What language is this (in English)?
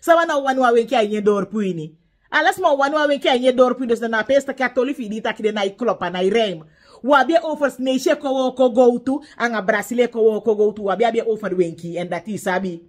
Sranan Tongo